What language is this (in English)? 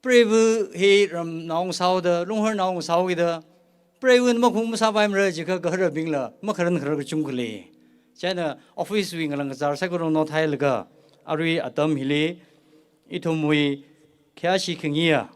Tangkhul Naga (India)